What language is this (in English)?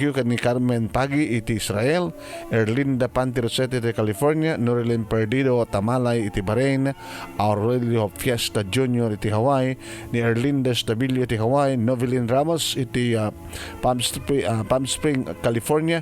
Iloko